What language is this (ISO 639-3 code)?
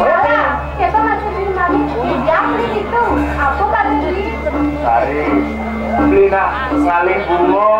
ban